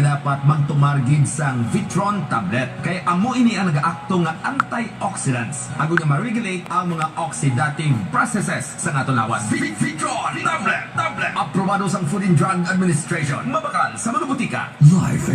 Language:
Hiligaynon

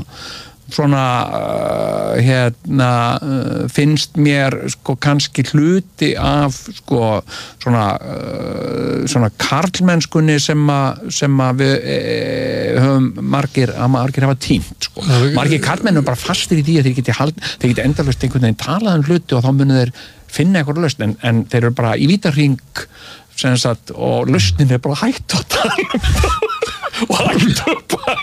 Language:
Icelandic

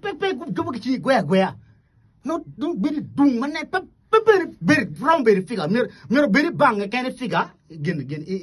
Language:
Acoli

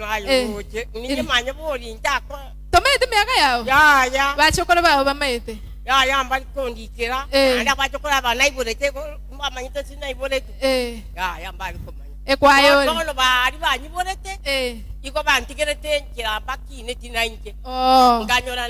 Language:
Gusii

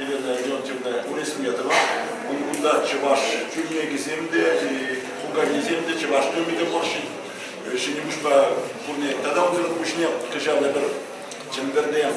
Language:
Chuvash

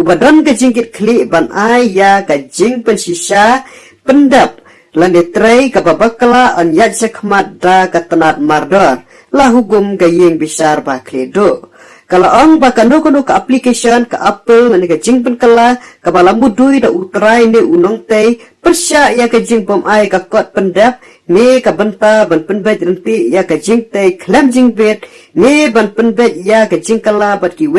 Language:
Khasi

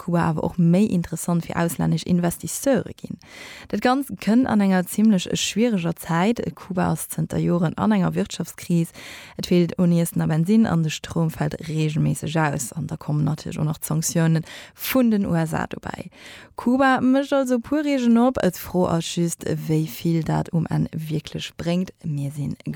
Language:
Luxembourgish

